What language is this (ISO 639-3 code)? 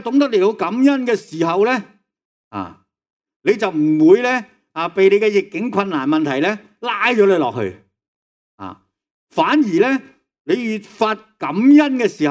yue